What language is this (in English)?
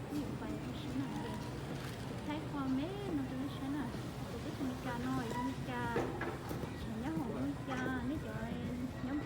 Hmong